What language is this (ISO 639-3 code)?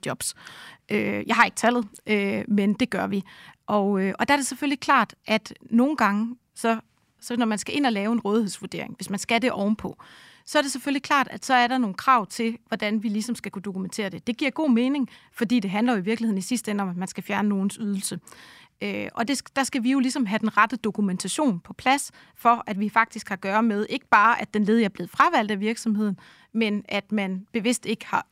dan